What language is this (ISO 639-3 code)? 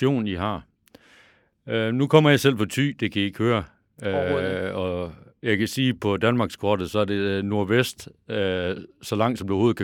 dan